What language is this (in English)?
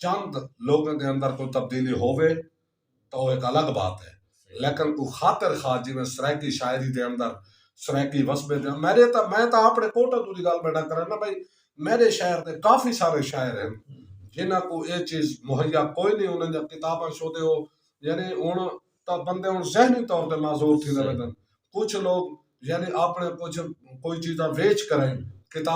Saraiki